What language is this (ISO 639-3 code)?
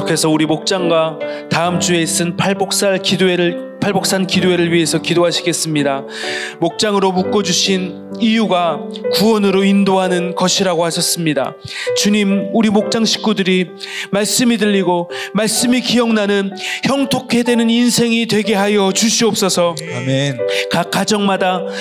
kor